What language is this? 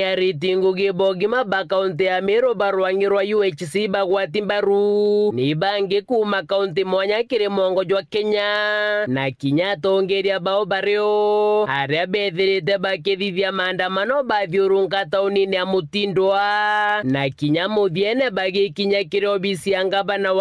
Meru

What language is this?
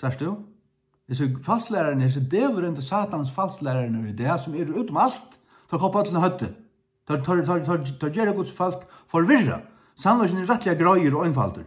Faroese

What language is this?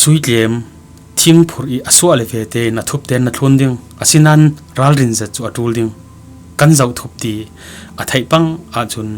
Falam Chin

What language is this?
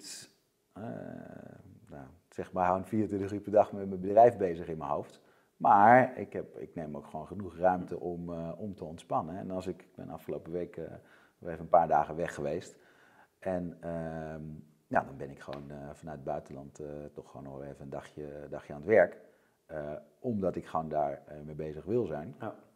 Dutch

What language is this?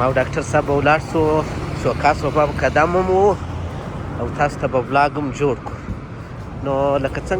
Pashto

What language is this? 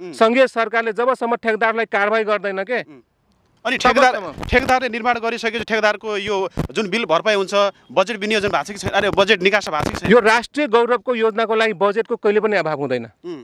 Nepali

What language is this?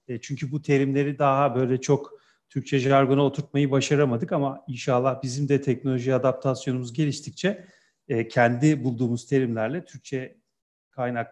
Turkish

